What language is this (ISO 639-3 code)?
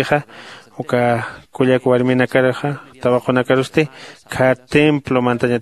aym